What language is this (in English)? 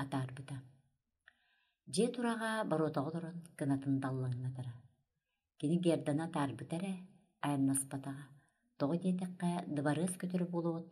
Yakut